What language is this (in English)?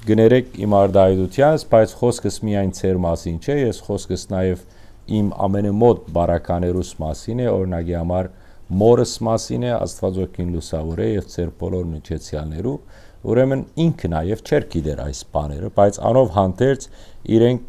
Western Armenian